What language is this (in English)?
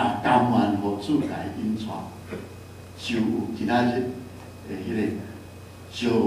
Min Nan Chinese